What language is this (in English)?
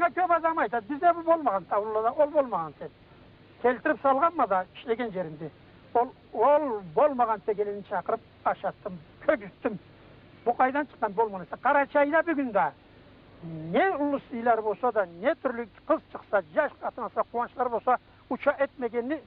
Karachay-Balkar